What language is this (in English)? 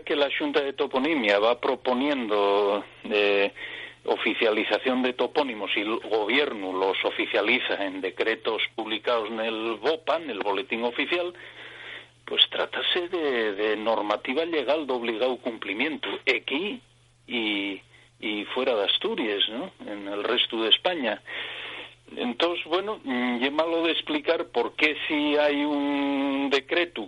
Asturian